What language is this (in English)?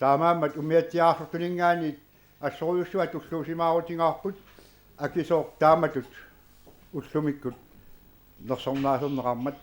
Kalaallisut